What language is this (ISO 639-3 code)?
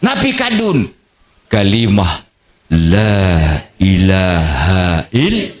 sas